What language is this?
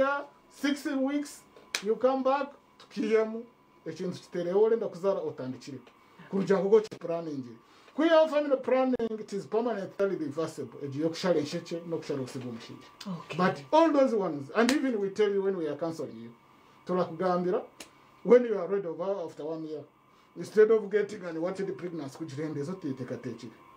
Nyankole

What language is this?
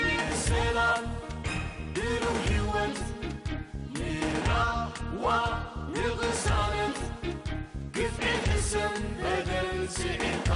Tigrinya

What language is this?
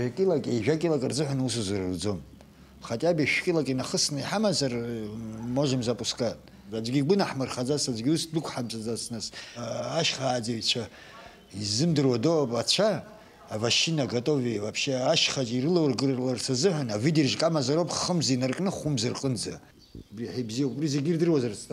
Abkhazian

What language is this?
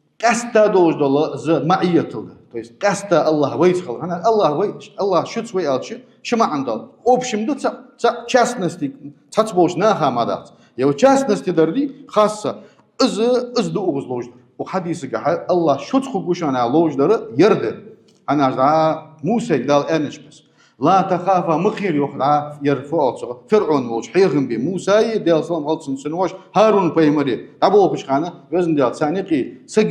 Ingush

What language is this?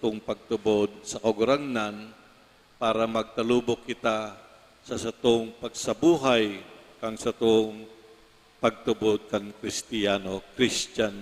Bikol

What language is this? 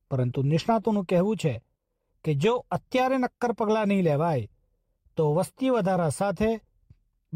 Gujarati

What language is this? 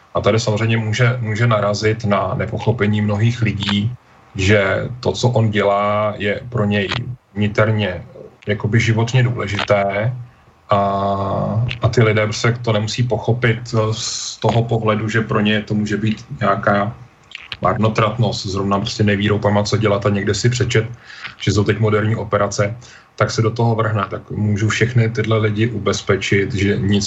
Czech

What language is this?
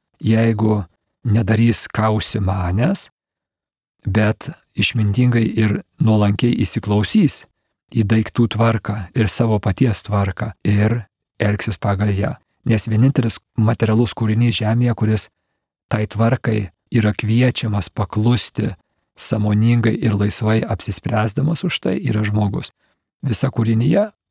Lithuanian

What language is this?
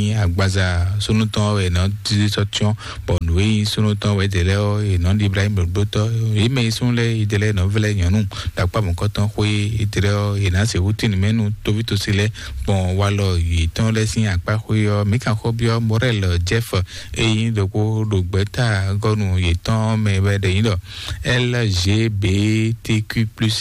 Fon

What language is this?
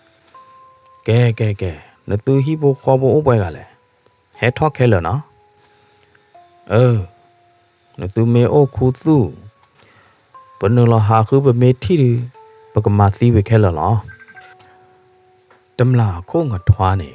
S'gaw Karen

